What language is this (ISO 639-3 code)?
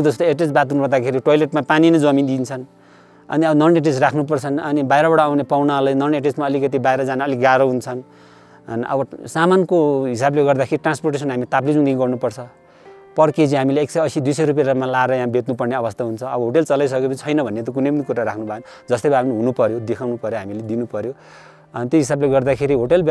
nep